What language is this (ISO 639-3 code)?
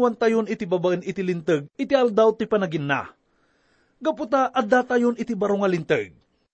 ilo